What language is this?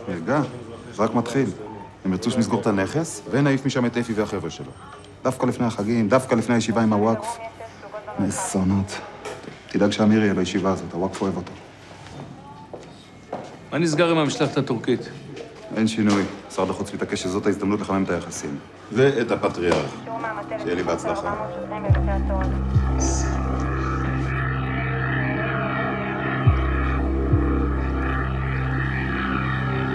Hebrew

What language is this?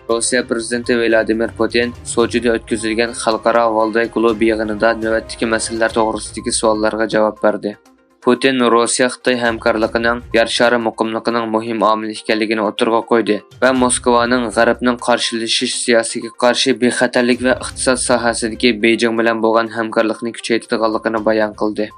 Uyghur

